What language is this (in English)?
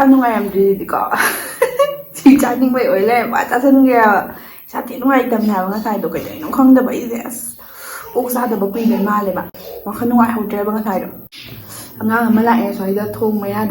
Manipuri